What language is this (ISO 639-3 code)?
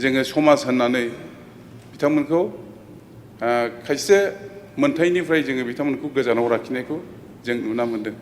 brx